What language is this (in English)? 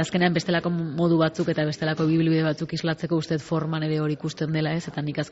Basque